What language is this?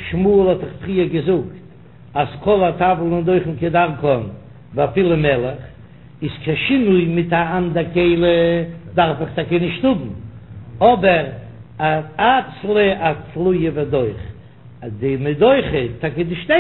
Yiddish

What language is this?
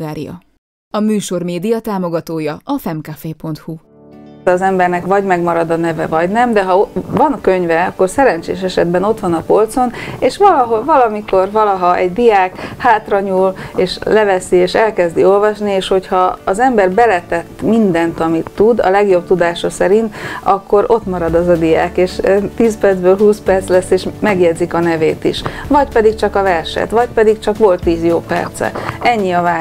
Hungarian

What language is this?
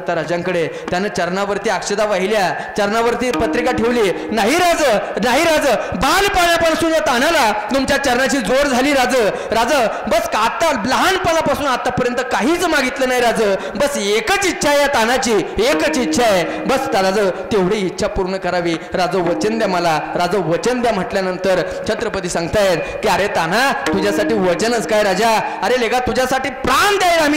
Marathi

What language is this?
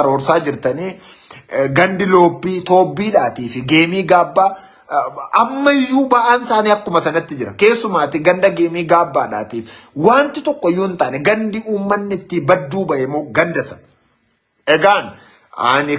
Oromo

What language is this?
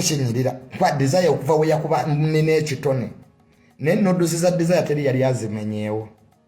Ganda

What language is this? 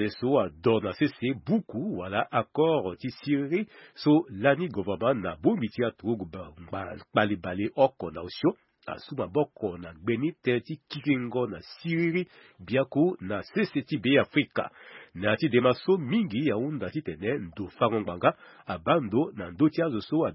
Sango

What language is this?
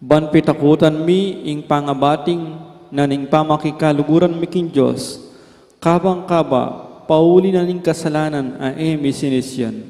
Pampanga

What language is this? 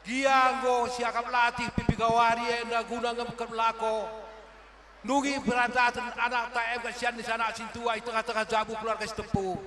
Batak Karo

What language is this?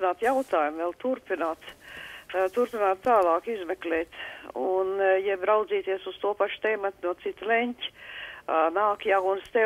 Latvian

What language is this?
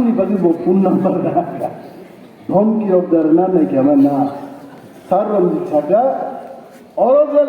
Kok Borok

